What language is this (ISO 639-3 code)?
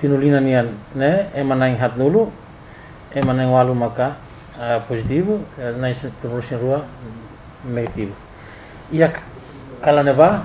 tet